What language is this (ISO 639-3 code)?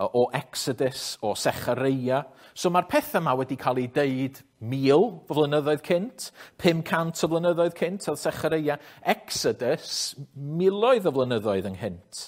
cym